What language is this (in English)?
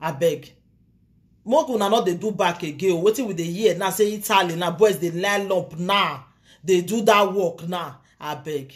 Nigerian Pidgin